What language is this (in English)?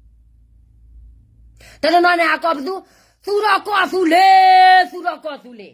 S'gaw Karen